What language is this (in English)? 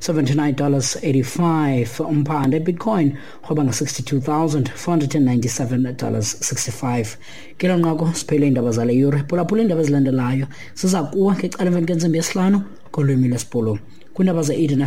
Xhosa